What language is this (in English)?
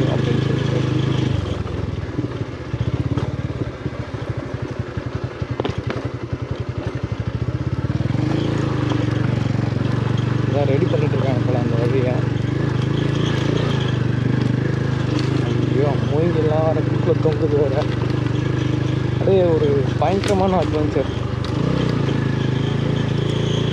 Tamil